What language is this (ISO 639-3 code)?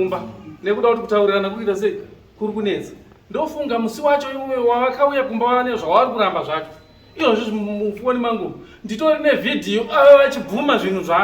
sna